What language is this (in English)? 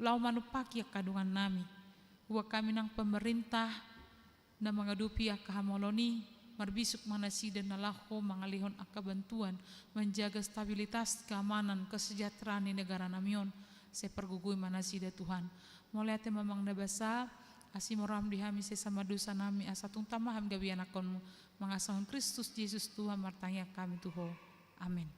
Batak Toba